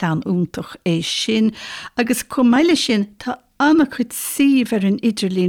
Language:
Irish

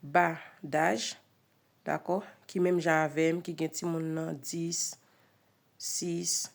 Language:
Haitian Creole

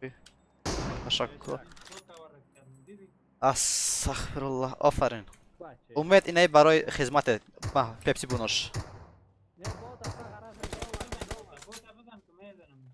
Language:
Persian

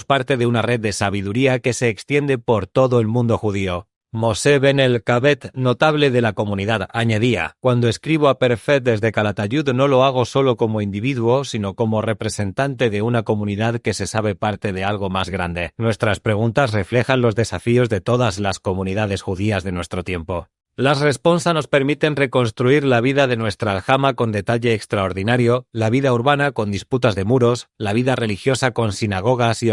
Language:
Ladino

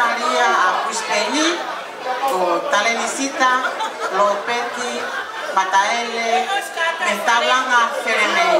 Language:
Tongan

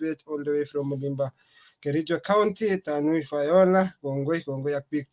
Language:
Kalenjin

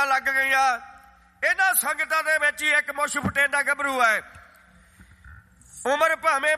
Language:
Punjabi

